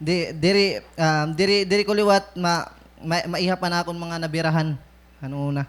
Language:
Waray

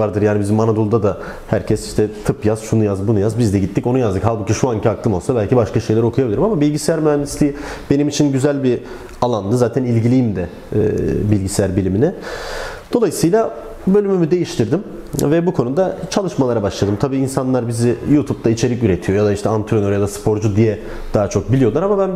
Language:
Turkish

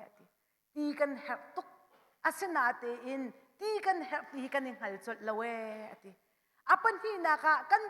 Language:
Hakha Chin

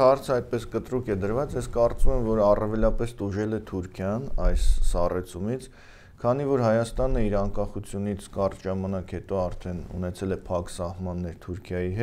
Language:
Armenian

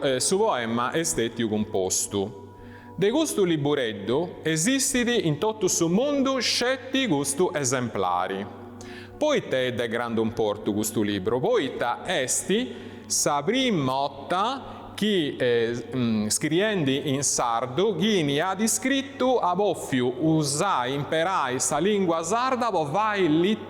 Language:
Sardinian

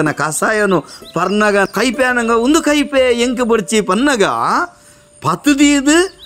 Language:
Tulu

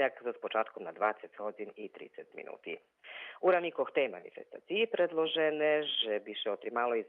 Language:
Rusyn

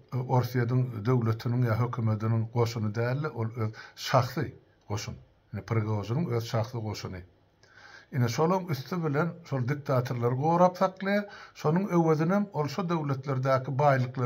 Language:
Turkmen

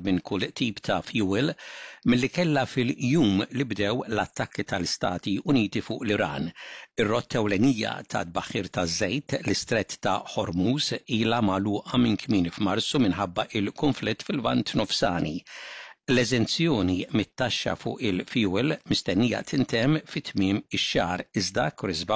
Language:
Maltese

